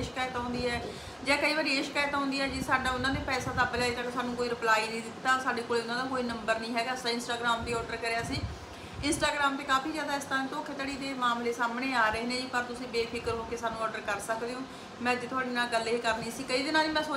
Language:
Punjabi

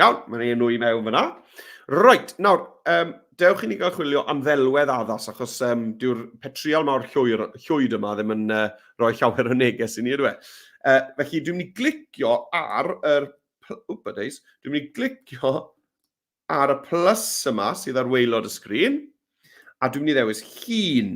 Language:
Welsh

